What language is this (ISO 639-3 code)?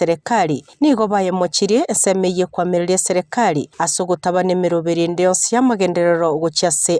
guz